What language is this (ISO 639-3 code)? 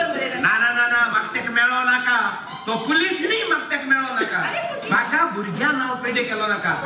kok